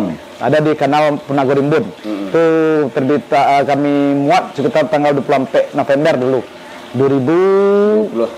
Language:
Minangkabau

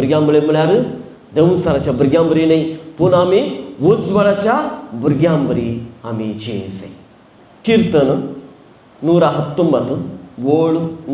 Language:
Konkani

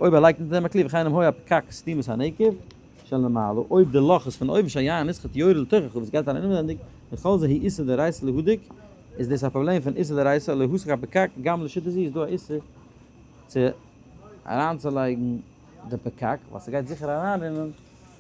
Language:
Yiddish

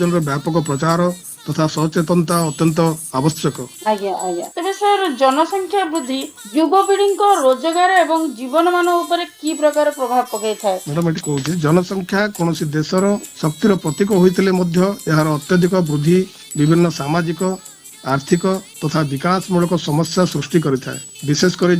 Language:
Odia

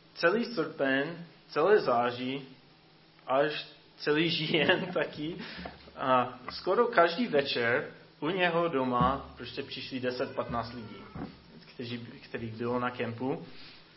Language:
Czech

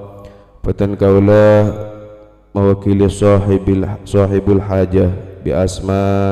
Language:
Madurese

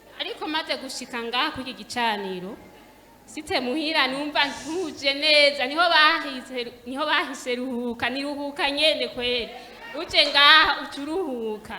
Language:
Rundi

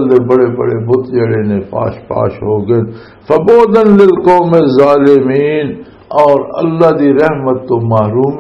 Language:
Western Panjabi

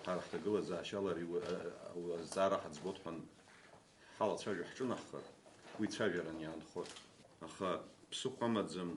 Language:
Abkhazian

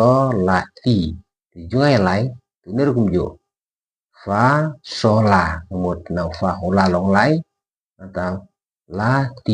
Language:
Khasi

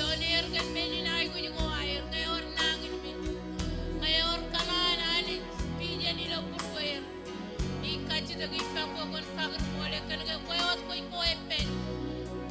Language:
Marshallese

